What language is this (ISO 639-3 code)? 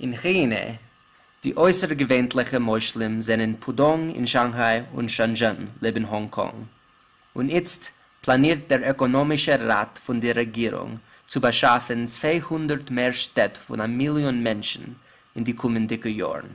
yid